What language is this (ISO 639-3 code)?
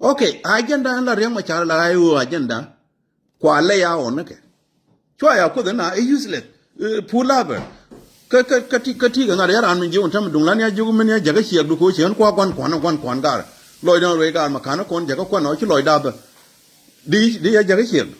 nus